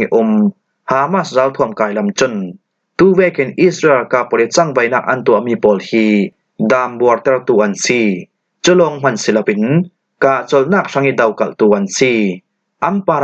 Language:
Falam Chin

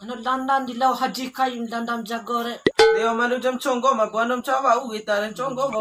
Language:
Bima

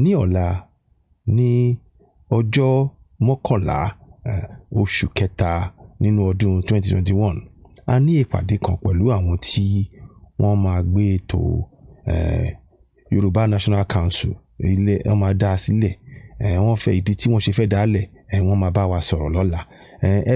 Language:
Yoruba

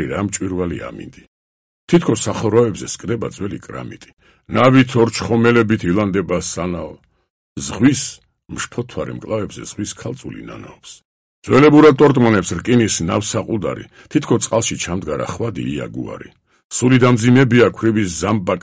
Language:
Georgian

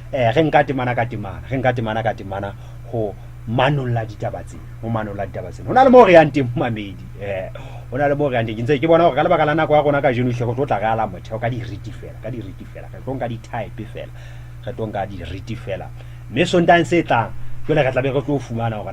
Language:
Southern Sotho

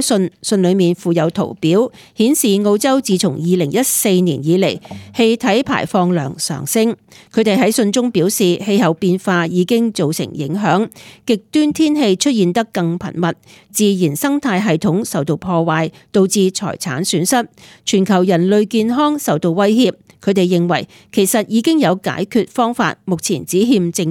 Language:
Cantonese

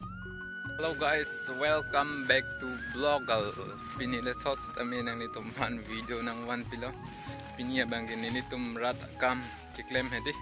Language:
Karbi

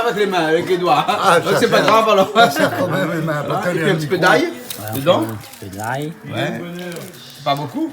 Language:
Réunion Creole French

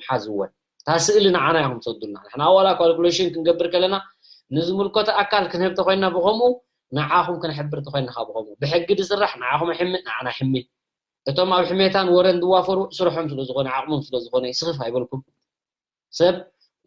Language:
Tigrinya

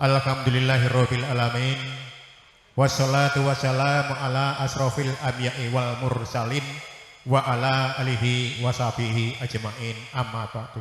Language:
Javanese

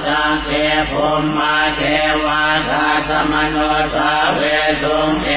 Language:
Pali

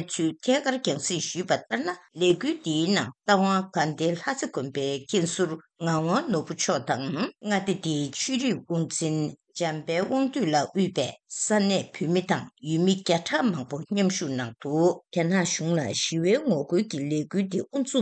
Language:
Tibetan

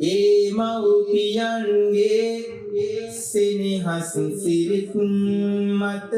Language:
Sinhala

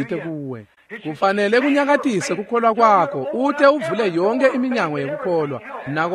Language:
Swati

